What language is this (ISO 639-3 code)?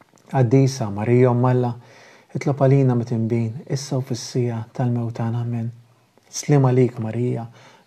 mlt